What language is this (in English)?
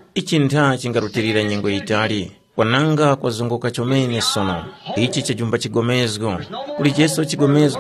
Tumbuka